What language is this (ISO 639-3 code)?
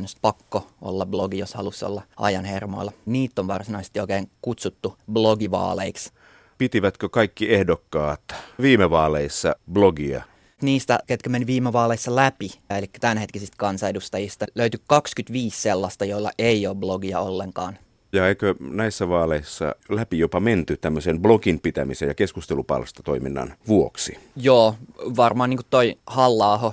fin